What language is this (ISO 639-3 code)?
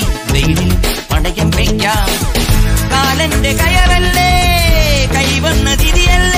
mal